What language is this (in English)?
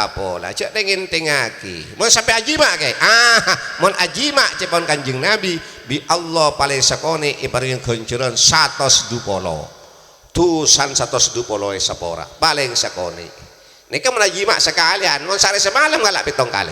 Madurese